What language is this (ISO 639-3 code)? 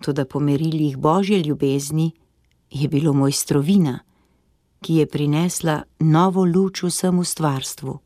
slv